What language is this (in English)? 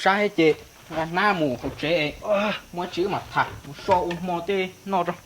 Hmong